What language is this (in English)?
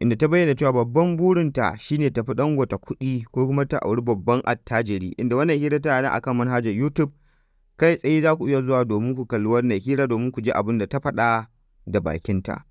Hausa